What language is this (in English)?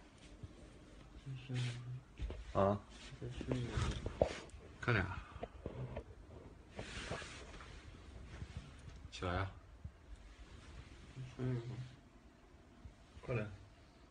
Chinese